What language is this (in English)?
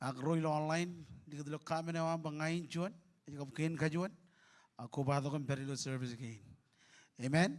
Marshallese